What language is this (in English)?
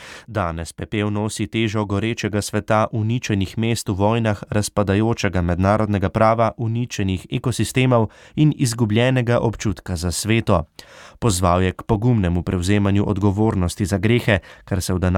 Slovenian